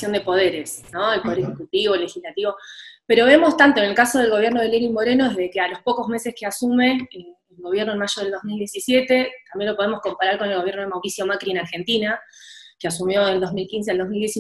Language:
Spanish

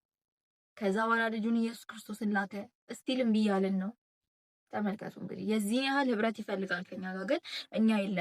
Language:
Amharic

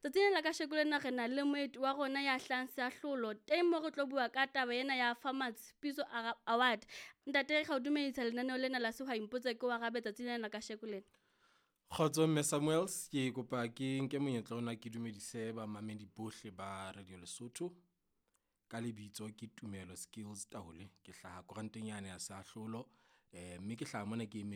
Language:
Southern Sotho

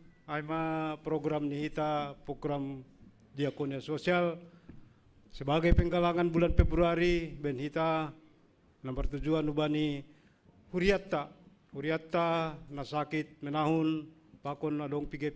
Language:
Batak Simalungun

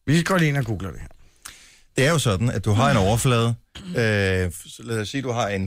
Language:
Danish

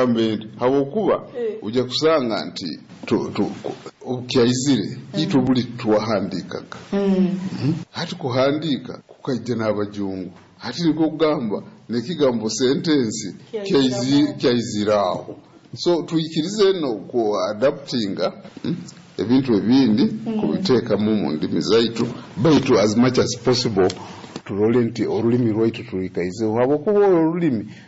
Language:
Nyoro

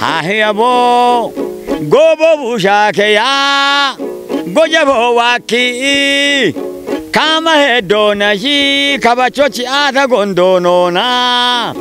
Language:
Kafa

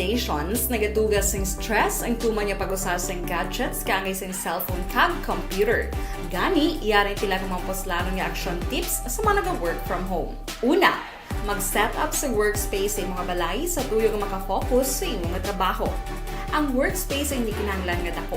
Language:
Hiligaynon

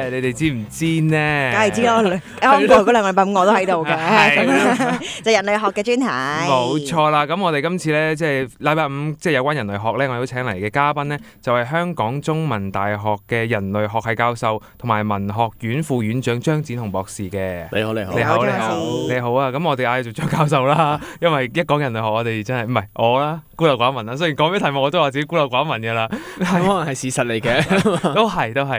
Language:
Cantonese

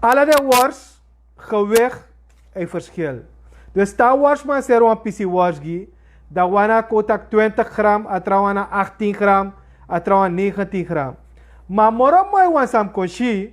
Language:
Sranan Tongo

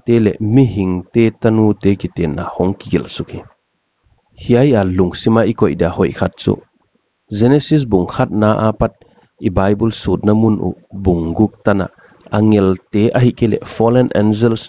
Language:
Paite Chin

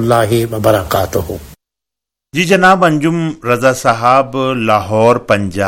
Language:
Urdu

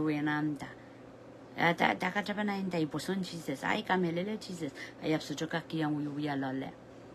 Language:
Pohnpeian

